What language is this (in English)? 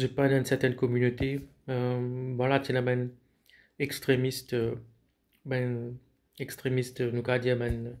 Morisyen